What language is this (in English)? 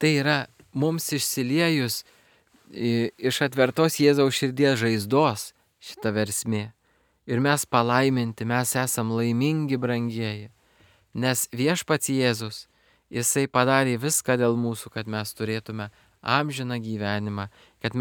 Lithuanian